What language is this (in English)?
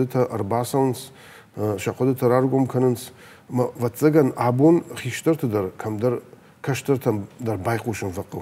Ossetic